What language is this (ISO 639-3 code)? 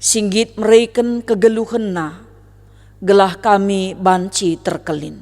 btx